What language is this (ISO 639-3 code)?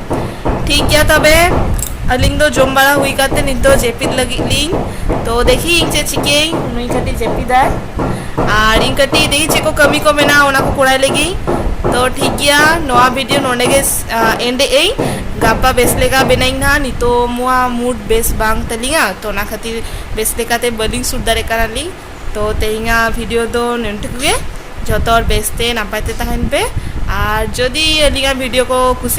sat